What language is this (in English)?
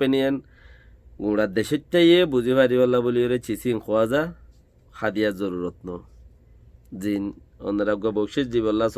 Rohingya